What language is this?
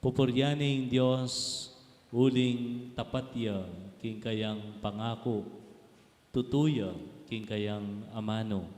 Pampanga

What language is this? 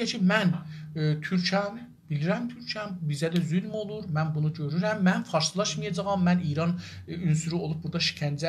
South Azerbaijani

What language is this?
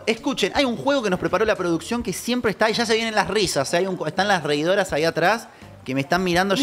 Spanish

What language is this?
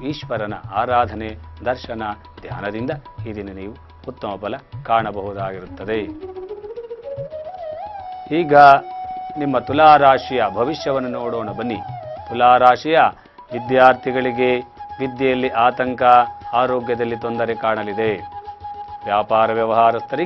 Kannada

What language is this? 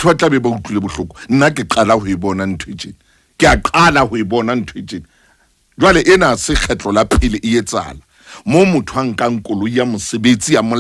Southern Sotho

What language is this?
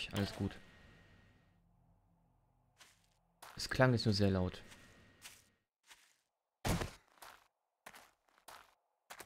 German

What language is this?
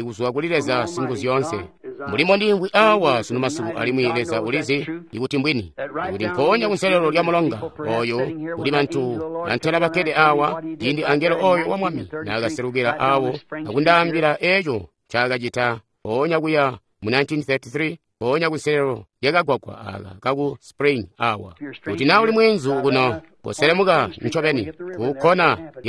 Tonga (Zambia)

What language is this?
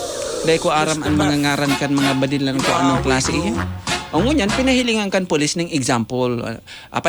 Bikol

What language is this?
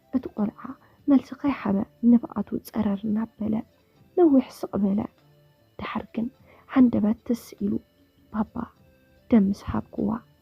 Tigrinya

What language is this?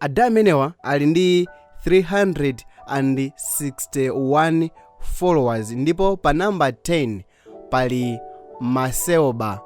Nyanja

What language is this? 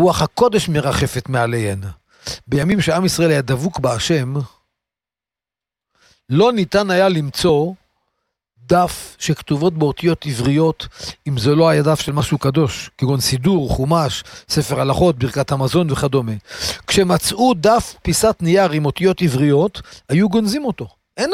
Hebrew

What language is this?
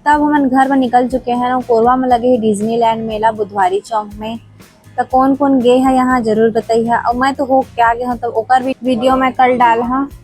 Chhattisgarhi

